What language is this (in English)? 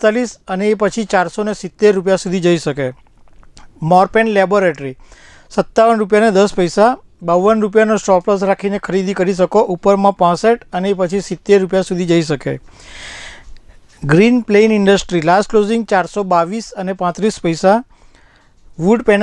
Gujarati